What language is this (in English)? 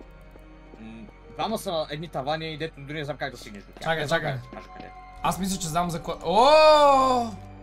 Bulgarian